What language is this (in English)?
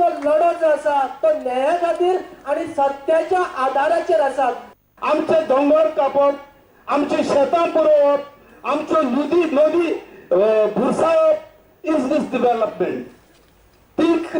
Konkani